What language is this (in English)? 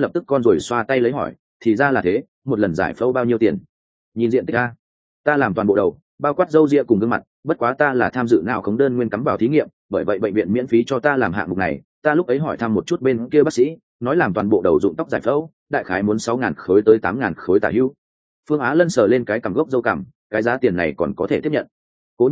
Vietnamese